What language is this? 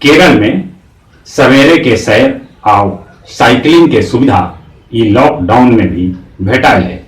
Magahi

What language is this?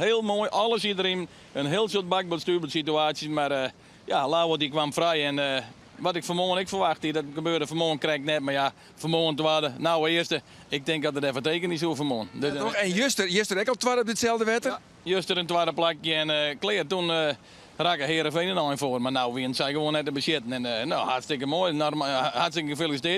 Western Frisian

